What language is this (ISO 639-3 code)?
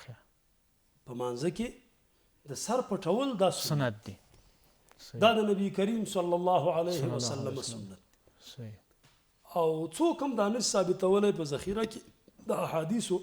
pus